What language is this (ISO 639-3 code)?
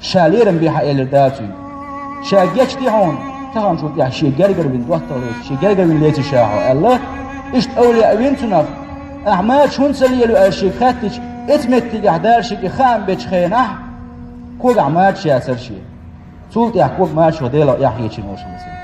che